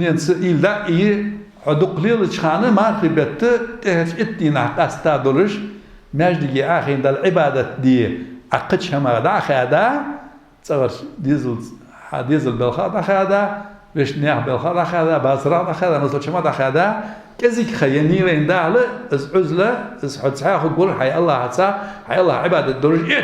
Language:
Ingush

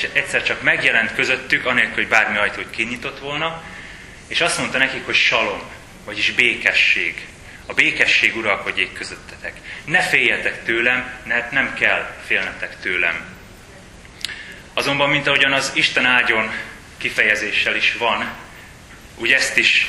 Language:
Hungarian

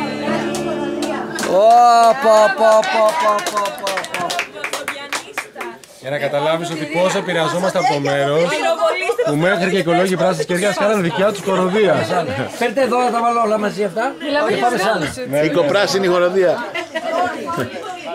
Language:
Greek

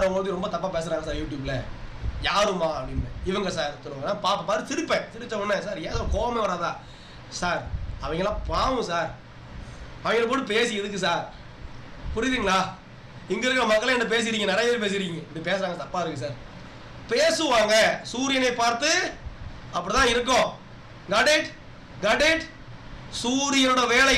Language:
Tamil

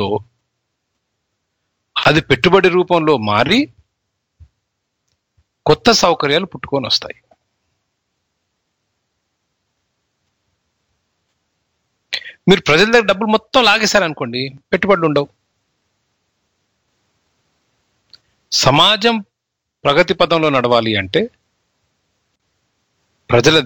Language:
Telugu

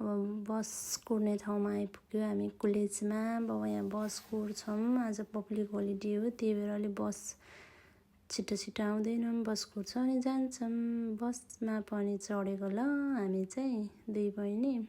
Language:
Nepali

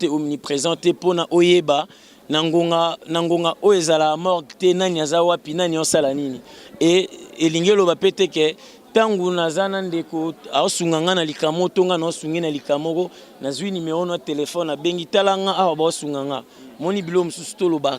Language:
Lingala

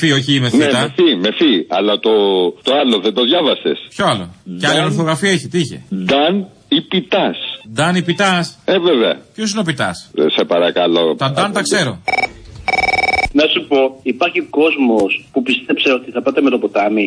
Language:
Greek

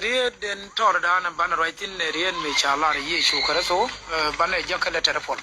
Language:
Nuer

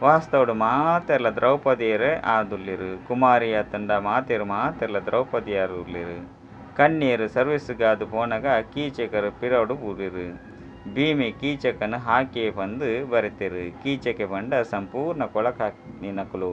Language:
Tulu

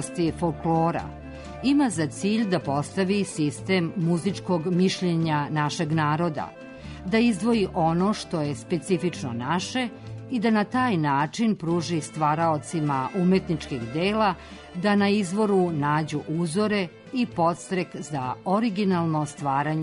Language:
Serbian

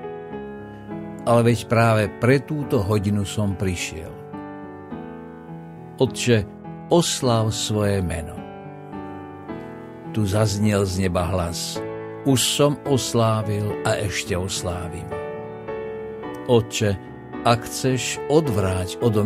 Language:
Slovak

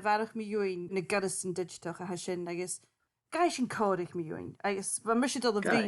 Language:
Scottish Gaelic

